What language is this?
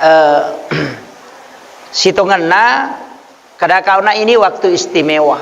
Buginese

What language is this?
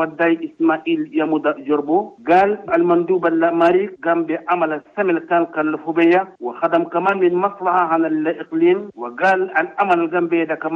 Chadian Arabic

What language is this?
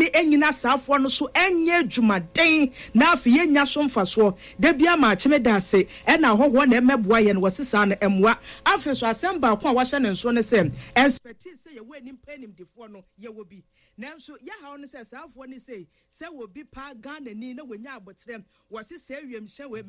Akan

